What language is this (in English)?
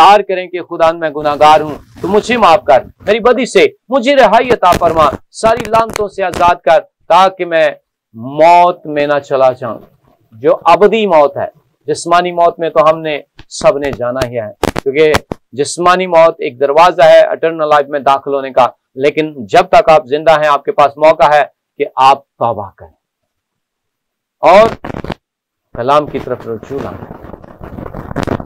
Urdu